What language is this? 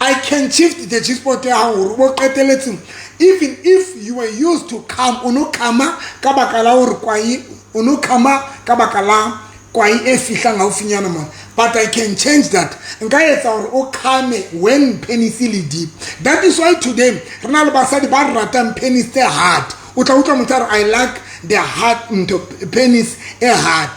Southern Sotho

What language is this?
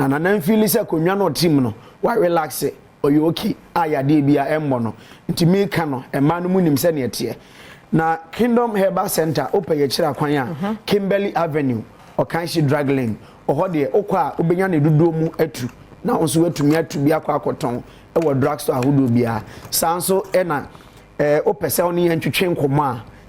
Akan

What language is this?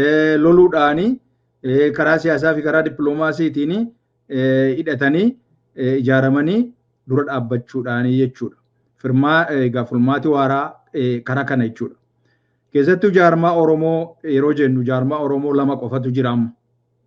Oromo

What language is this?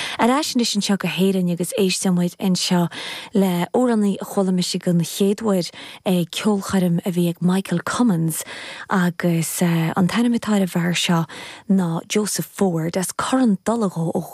Irish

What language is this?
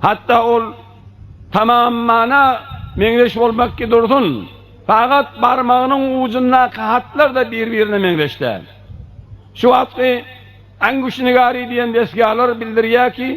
Turkmen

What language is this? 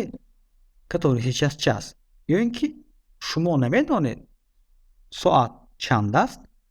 Tajik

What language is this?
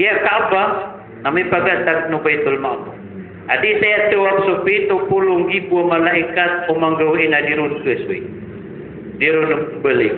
Maranao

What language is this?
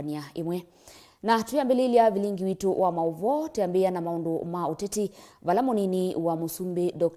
Kamba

